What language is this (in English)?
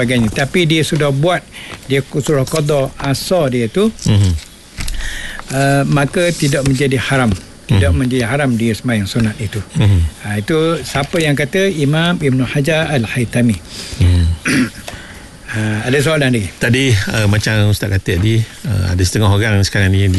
Malay